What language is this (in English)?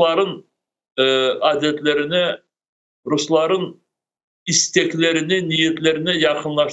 Crimean Tatar